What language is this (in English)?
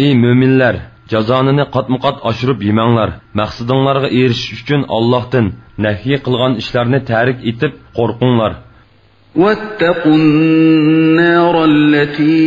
Uyghur